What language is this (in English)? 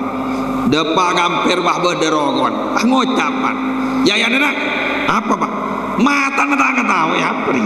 Madurese